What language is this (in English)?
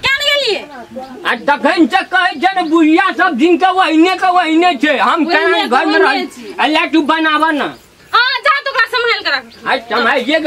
Maithili